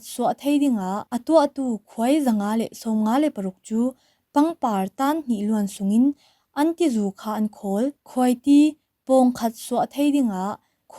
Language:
Falam Chin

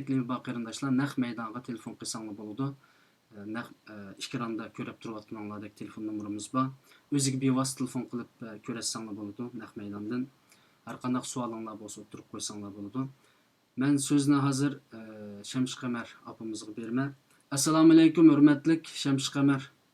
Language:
Uyghur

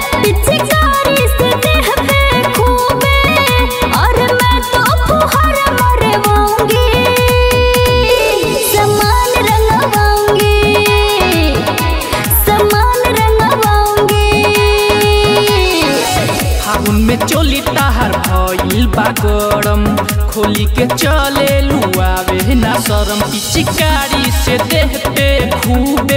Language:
Bhojpuri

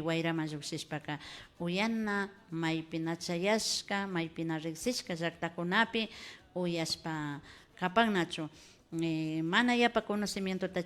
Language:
Imbabura Highland Quichua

